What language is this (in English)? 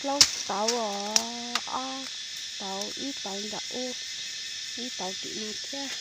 Hmong